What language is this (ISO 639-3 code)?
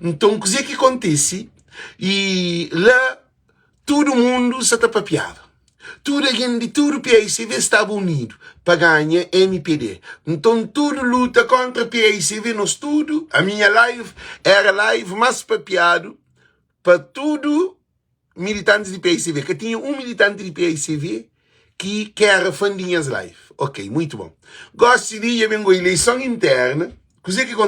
kea